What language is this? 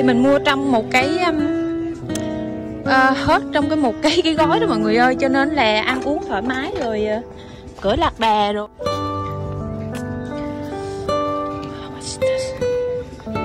Vietnamese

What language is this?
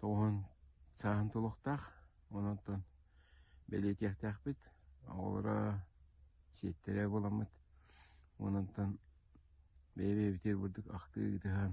Yakut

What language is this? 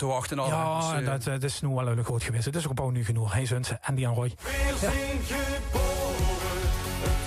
Limburgish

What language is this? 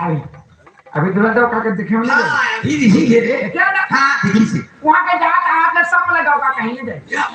Chhattisgarhi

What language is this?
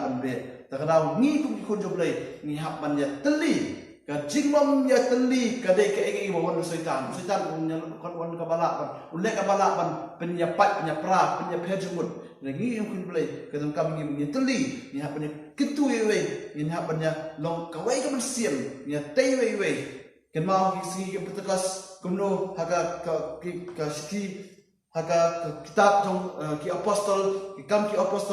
Khasi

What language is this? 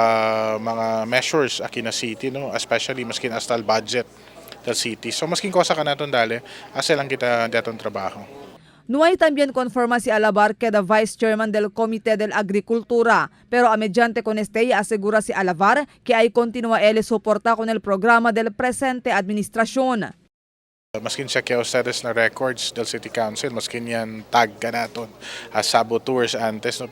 Chavacano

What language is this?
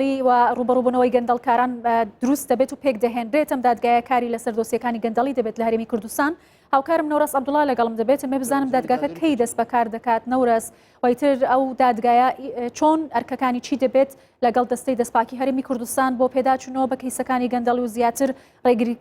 Central Kurdish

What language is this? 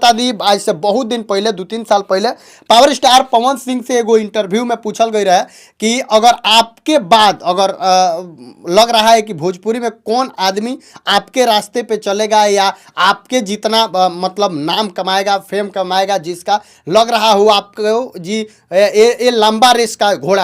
Bhojpuri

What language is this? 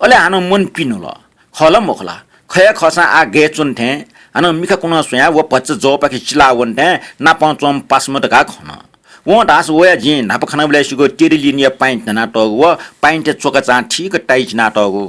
Newari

